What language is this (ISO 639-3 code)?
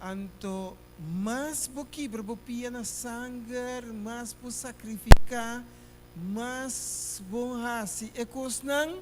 pap